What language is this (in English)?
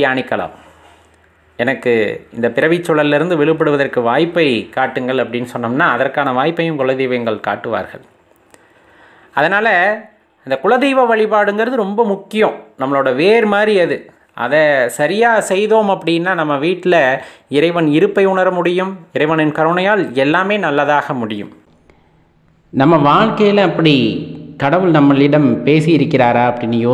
Tamil